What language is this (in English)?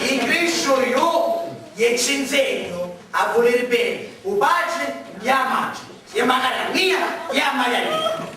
Sicilian